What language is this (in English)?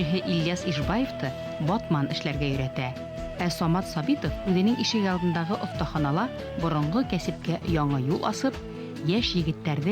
Bashkir